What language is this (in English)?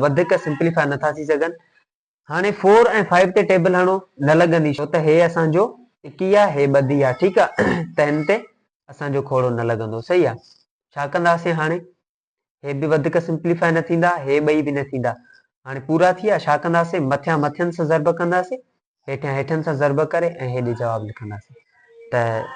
Sindhi